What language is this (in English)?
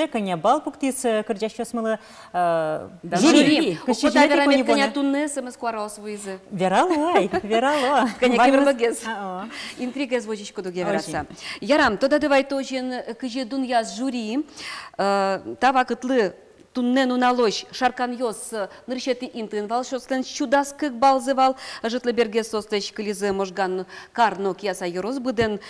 Udmurt